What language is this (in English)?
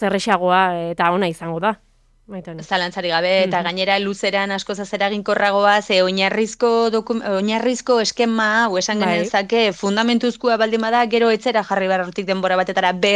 Basque